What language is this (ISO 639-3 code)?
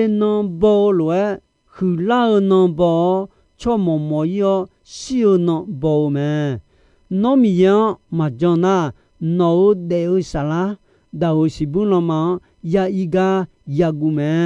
ahk